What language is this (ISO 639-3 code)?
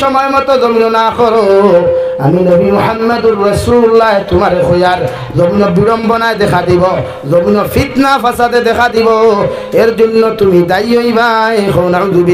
syl